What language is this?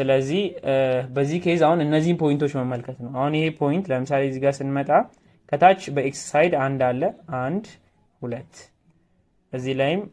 Amharic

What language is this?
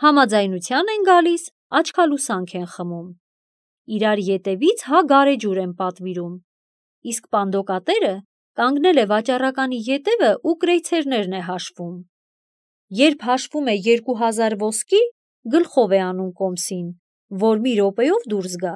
Armenian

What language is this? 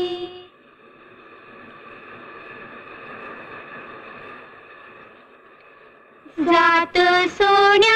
Marathi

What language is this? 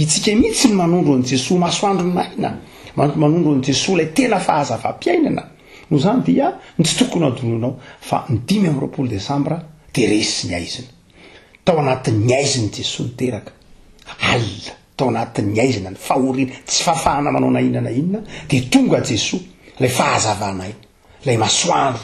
Malagasy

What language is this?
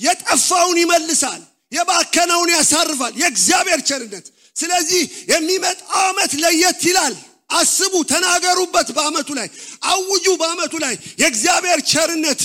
Amharic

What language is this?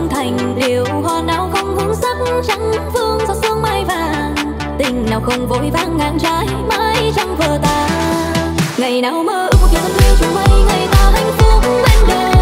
Vietnamese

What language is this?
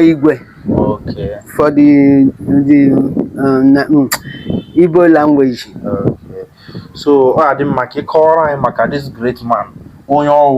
Igbo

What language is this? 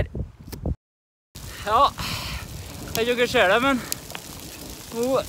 Norwegian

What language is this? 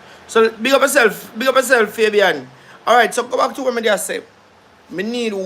Jamaican Creole English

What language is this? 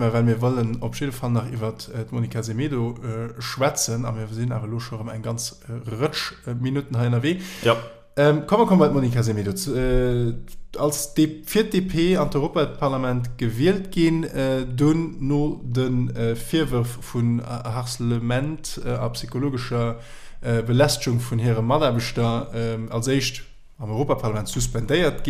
Luxembourgish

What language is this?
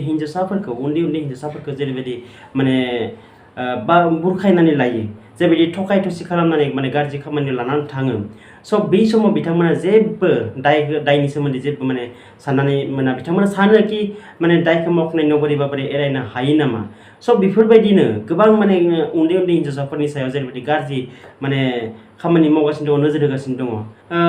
Bodo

